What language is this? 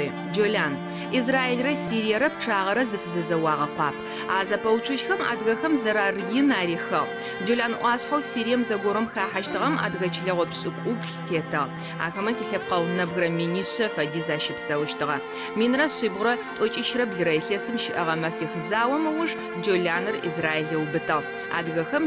Adyghe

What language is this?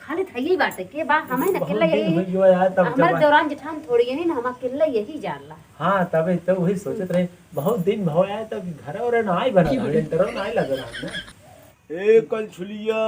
Awadhi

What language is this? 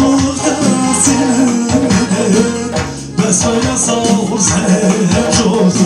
Kara-Kalpak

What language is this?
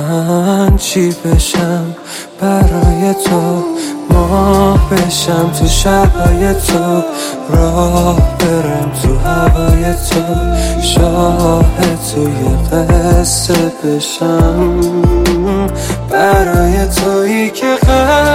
Persian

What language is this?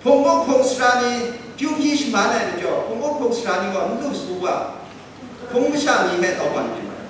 Kachin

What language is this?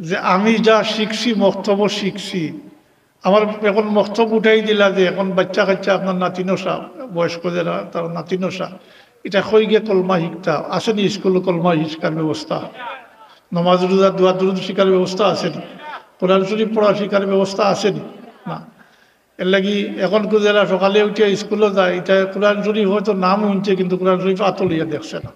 Sylheti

